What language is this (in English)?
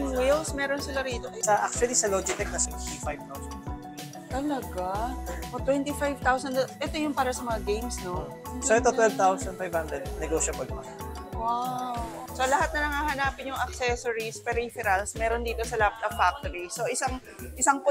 Filipino